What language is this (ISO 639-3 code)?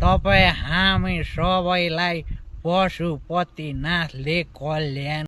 nep